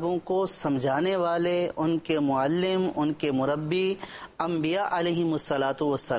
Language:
Urdu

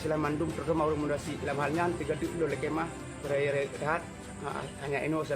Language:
Achinese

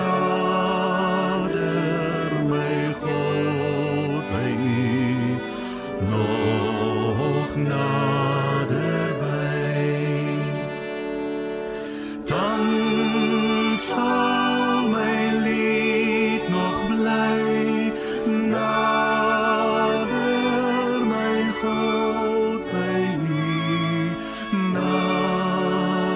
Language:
Afrikaans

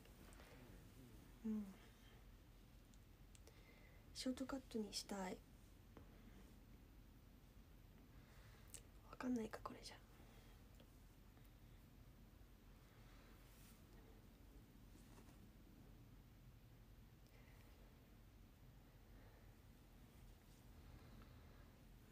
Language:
Japanese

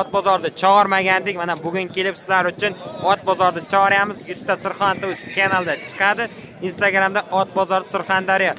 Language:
Uzbek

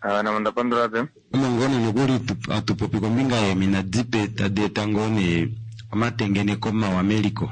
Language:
Kuanyama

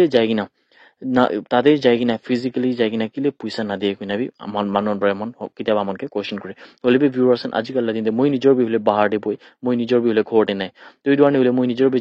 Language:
Naga Pidgin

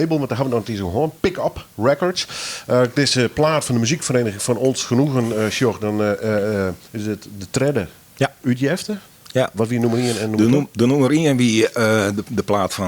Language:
Western Frisian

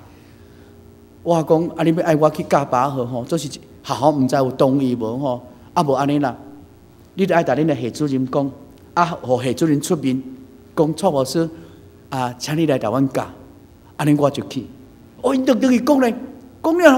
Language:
Min Nan Chinese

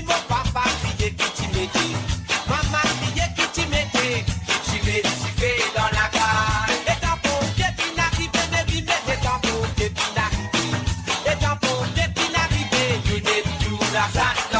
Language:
Morisyen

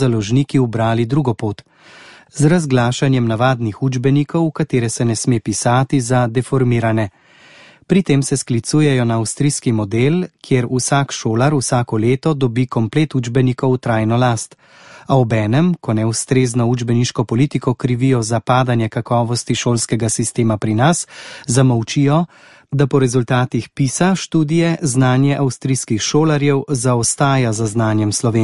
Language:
Slovenian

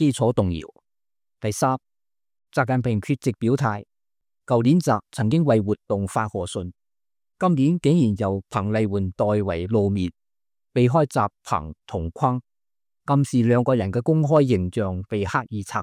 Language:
Cantonese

